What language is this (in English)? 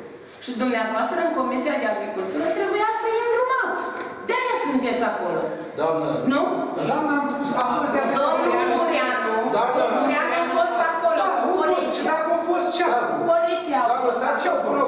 Romanian